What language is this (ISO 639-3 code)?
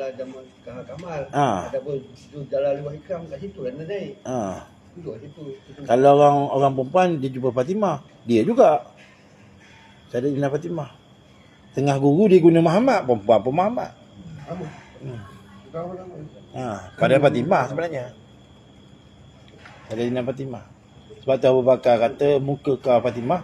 msa